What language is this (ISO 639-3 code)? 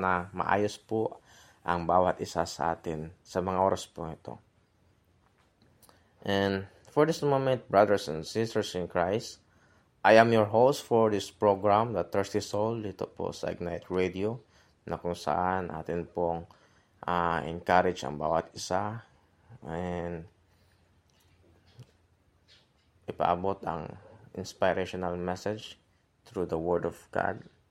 fil